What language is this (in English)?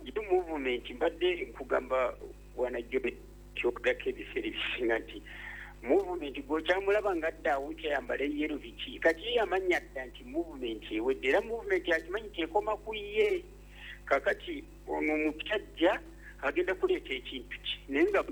Ganda